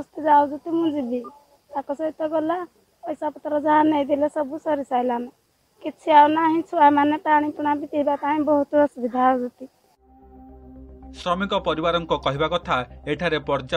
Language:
Odia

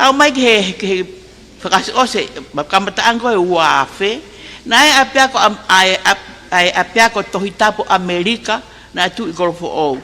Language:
Tongan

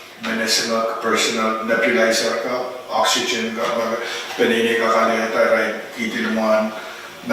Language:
Pohnpeian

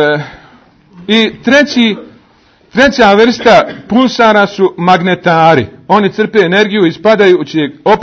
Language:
Bosnian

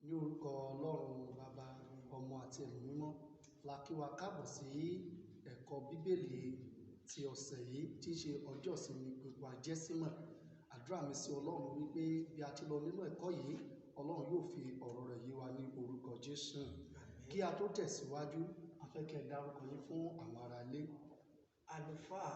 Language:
Yoruba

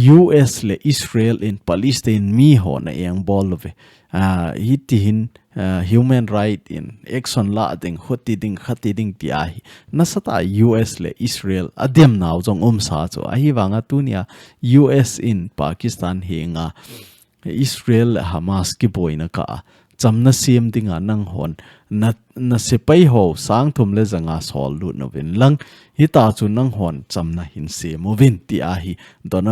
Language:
Thado Chin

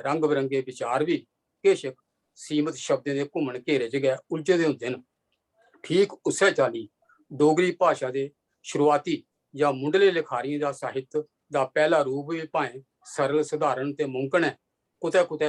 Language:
Dogri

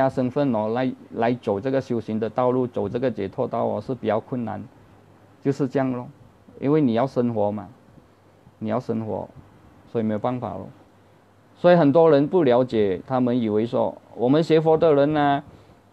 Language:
Chinese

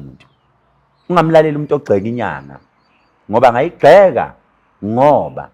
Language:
Zulu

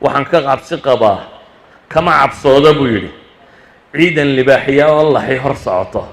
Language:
Somali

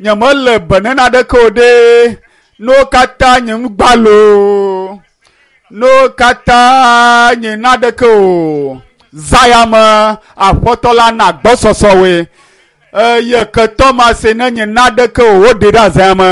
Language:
Ewe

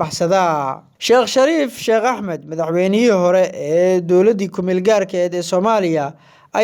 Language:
Somali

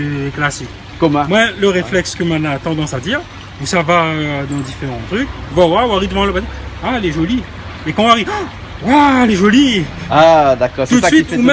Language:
Réunion Creole French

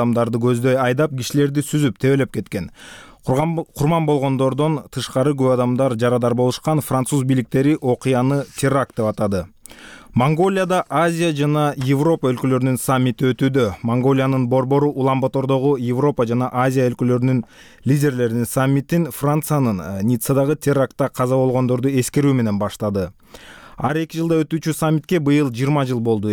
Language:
Kyrgyz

